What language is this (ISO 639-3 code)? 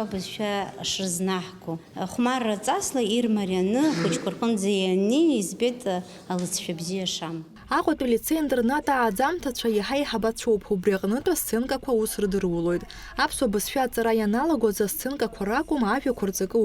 abk